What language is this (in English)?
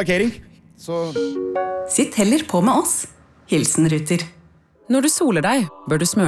Norwegian